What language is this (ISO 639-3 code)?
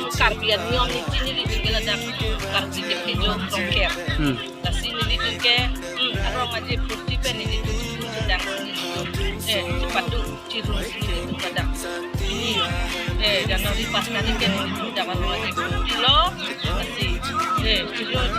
mjw